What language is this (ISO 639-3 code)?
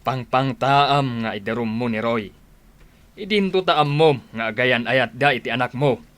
ilo